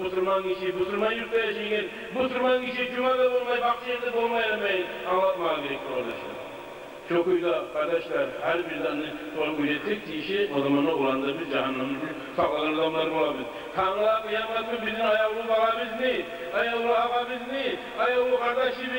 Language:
Kumyk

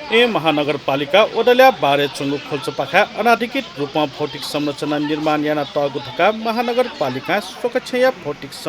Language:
Newari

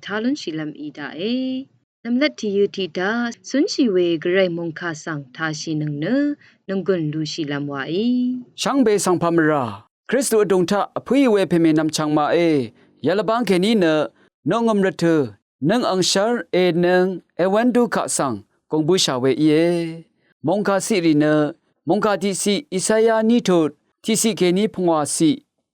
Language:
Rawang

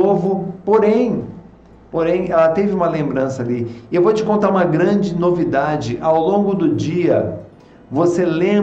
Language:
Portuguese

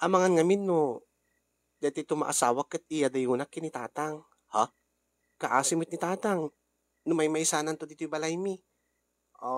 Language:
Iloko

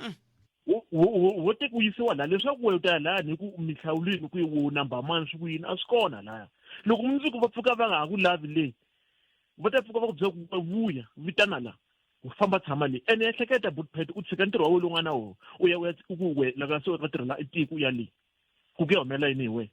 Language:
Tsonga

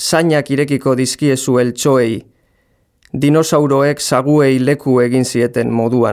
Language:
Basque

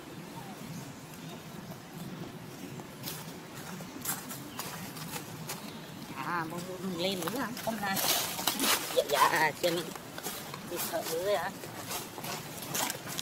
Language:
Vietnamese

